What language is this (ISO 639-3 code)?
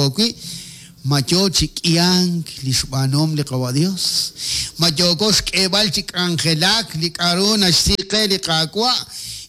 kek